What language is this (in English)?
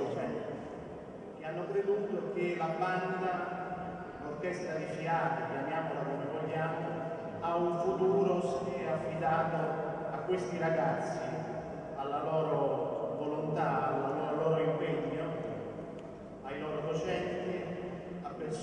Italian